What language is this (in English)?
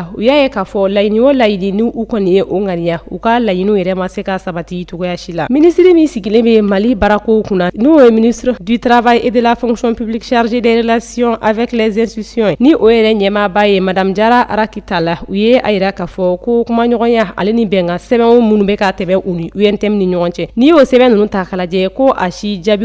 Bambara